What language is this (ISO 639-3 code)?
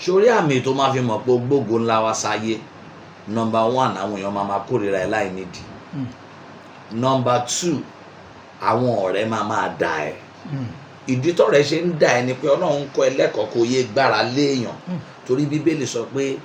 yor